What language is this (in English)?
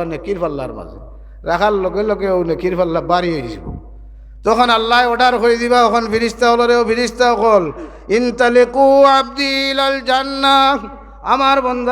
Sylheti